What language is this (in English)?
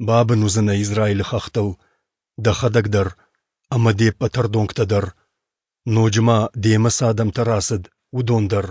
Ossetic